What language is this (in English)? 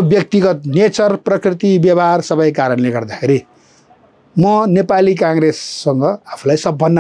Nepali